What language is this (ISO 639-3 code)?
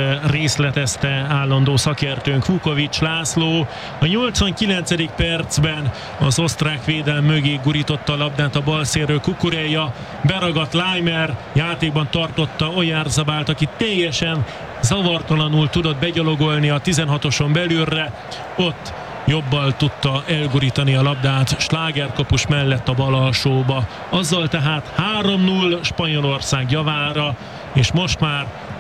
hun